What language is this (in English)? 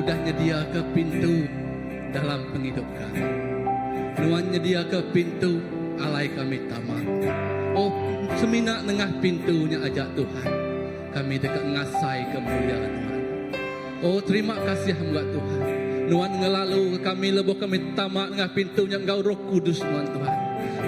Iban